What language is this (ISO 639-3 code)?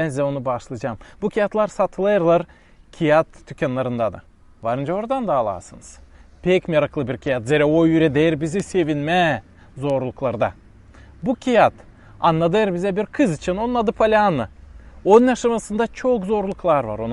gag